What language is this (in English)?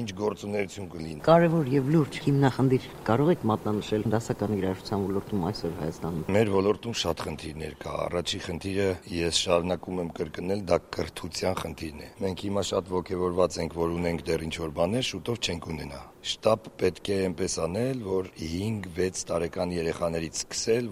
Armenian